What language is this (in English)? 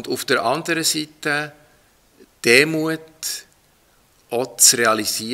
German